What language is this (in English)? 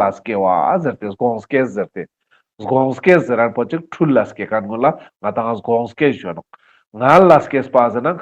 Ladakhi